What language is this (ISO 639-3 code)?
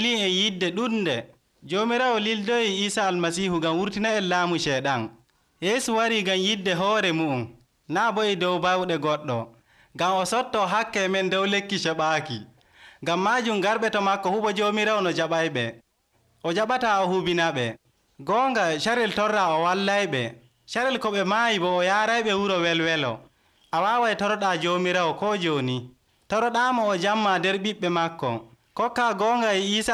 fuv